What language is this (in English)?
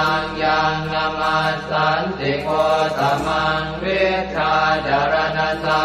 Pali